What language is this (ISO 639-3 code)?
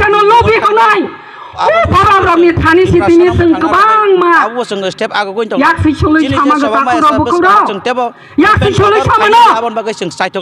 trp